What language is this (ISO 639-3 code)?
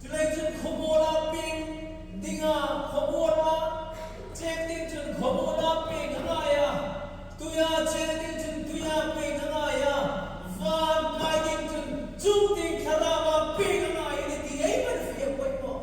hmr